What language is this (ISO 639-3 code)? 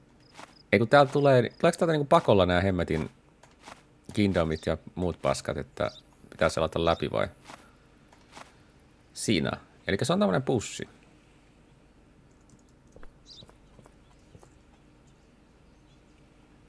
fin